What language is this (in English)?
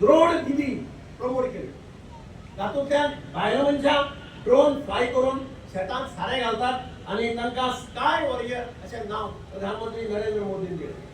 Konkani